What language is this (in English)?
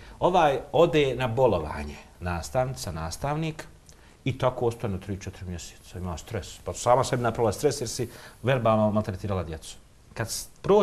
Bosnian